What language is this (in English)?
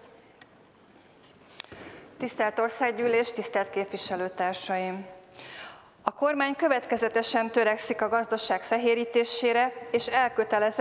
Hungarian